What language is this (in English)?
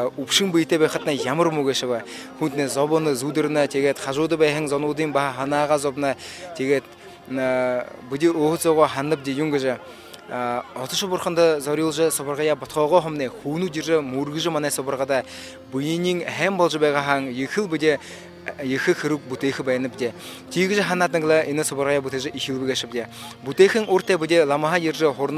Buriat